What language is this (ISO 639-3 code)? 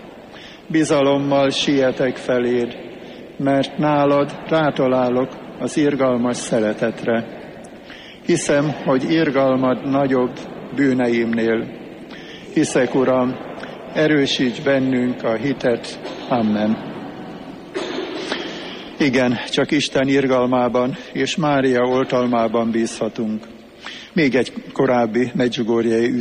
hun